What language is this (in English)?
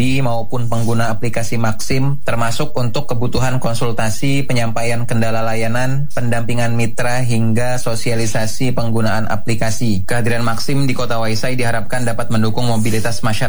Indonesian